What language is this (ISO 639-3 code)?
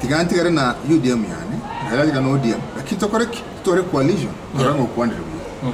guz